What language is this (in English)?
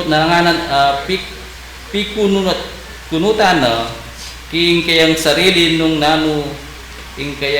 Pampanga